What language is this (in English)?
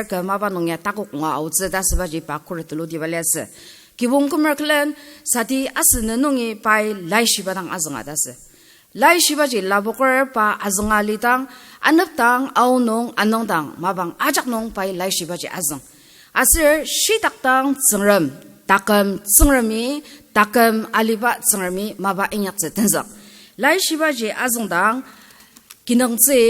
Ao Naga